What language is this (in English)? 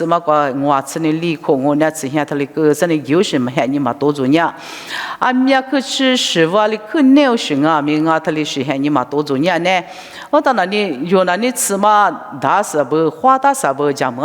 Lisu